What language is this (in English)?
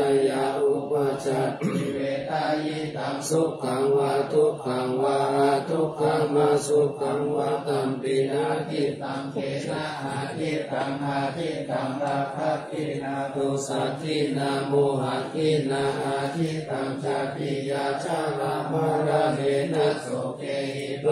Pali